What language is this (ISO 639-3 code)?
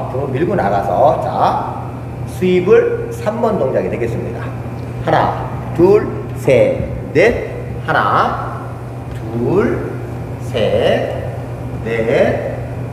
kor